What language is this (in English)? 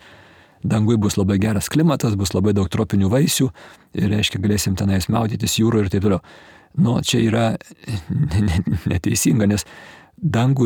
Lithuanian